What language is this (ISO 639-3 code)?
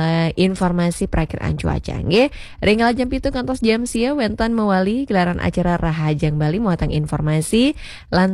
ban